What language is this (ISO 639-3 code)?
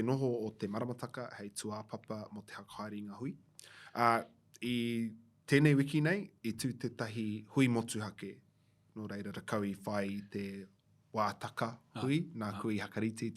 mri